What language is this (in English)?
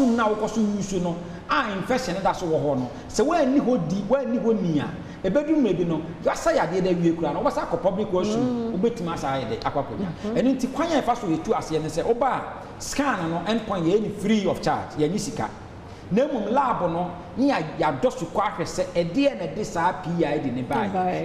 Akan